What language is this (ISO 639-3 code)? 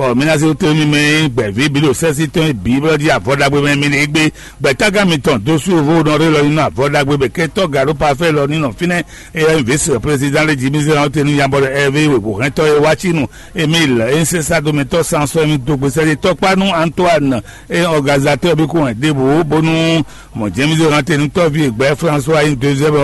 fon